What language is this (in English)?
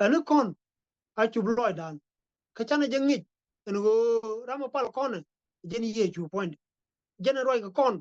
Nuer